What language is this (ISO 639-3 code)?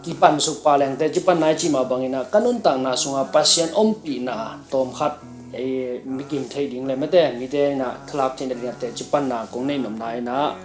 ctd